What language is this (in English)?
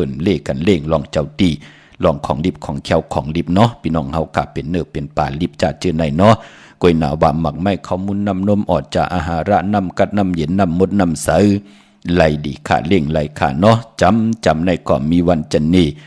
Shan